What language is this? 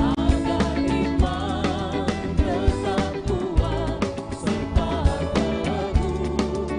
Ambonese Malay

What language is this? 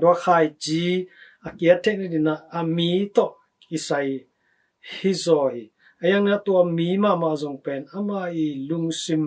Tedim Chin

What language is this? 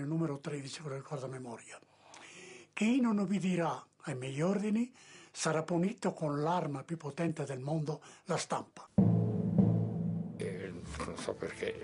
Italian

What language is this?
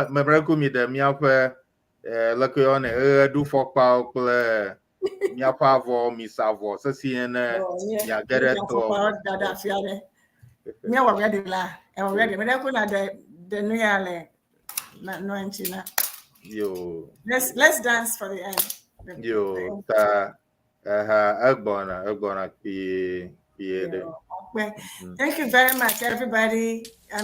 Ewe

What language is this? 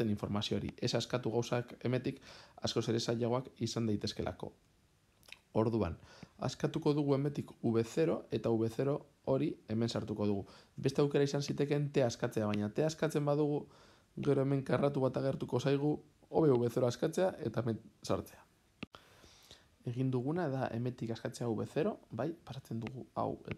Basque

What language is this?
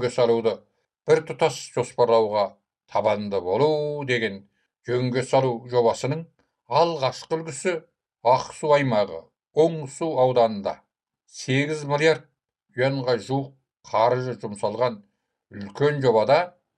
Kazakh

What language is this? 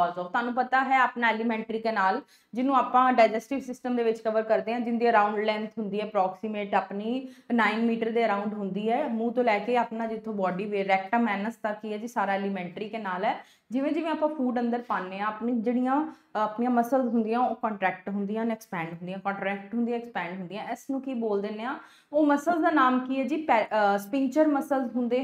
Punjabi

